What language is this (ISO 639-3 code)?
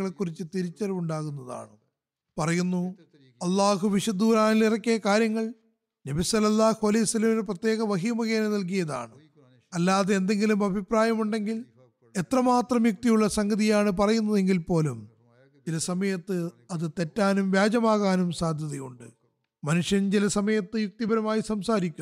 mal